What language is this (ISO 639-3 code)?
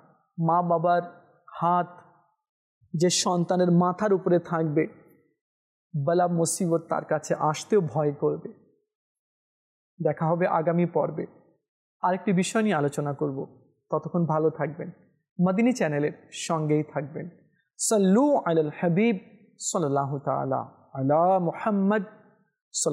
ben